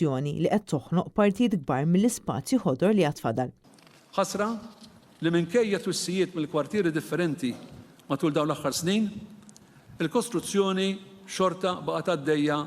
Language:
Maltese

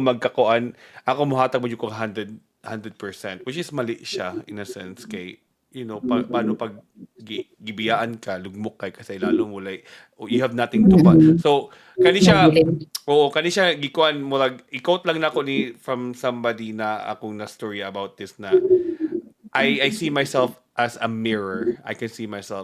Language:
Cebuano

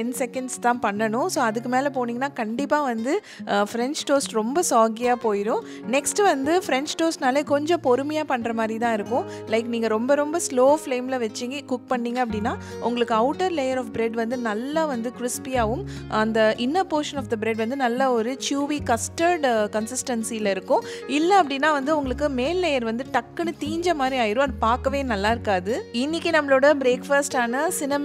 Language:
Tamil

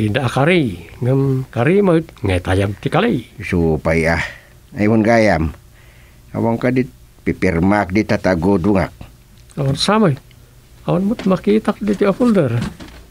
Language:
Iloko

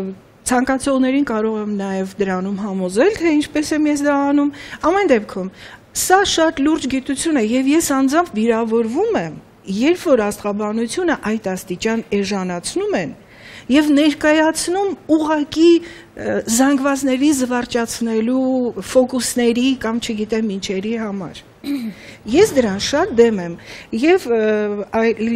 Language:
Armenian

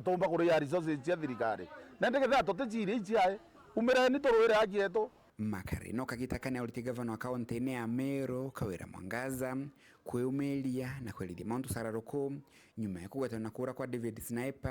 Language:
Meru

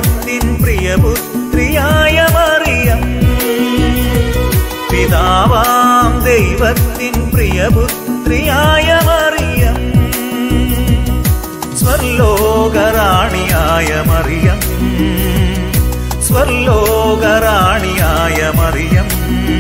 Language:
Malayalam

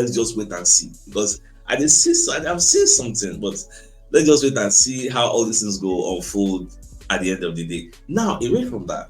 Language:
Nigerian Pidgin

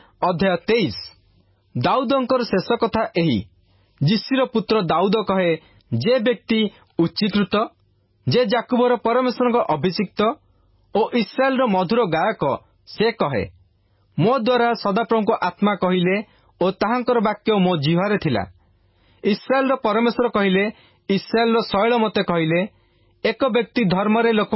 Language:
Odia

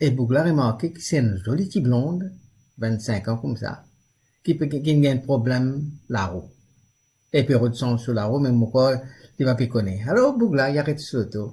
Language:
Morisyen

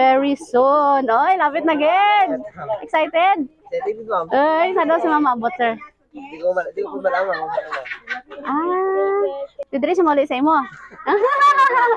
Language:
Hiligaynon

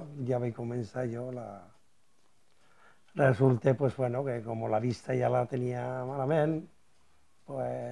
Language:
Catalan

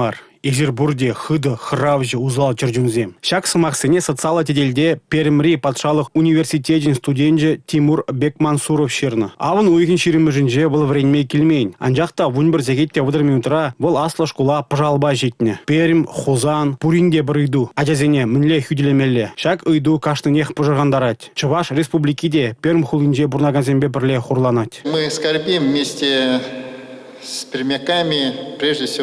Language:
Chuvash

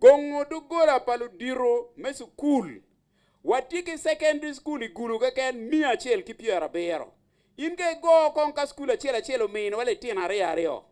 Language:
Acoli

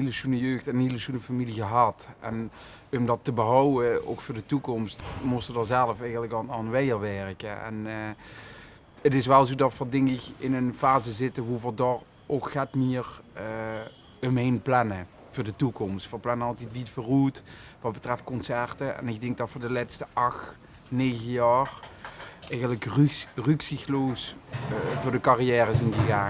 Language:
Limburgish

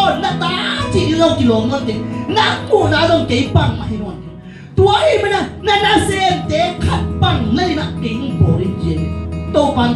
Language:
Tedim Chin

